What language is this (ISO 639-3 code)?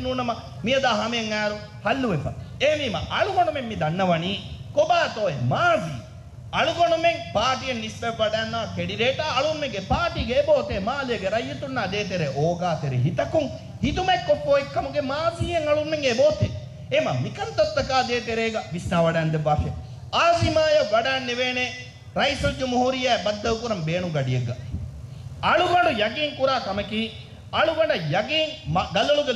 div